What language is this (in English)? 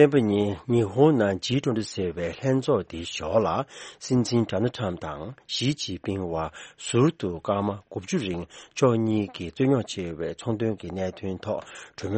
Tibetan